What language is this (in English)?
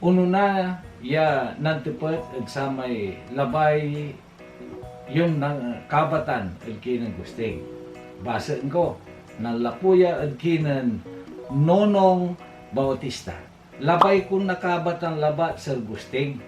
Pangasinan